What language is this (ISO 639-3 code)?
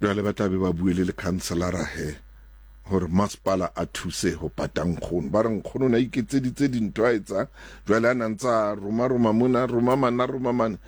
sot